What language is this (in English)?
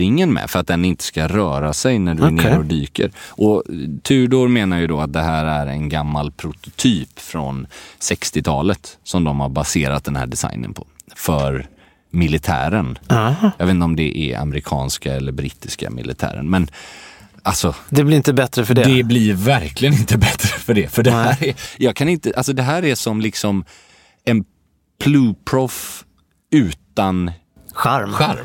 Swedish